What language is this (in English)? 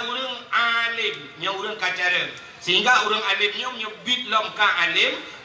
Achinese